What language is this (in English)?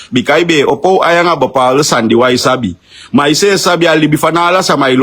Sranan Tongo